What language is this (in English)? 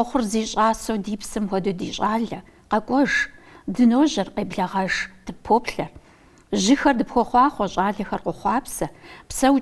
Kabardian